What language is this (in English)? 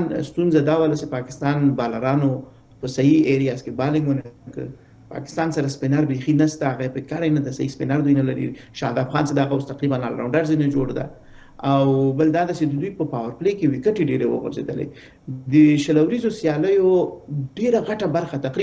Pashto